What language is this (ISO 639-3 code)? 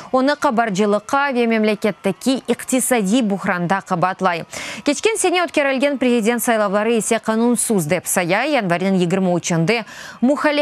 crh